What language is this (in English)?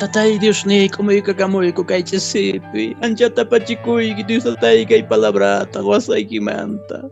Quechua